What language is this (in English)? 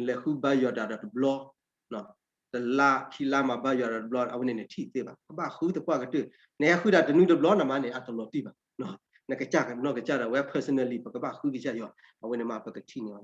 S'gaw Karen